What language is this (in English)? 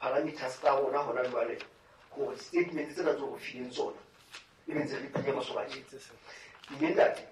Southern Sotho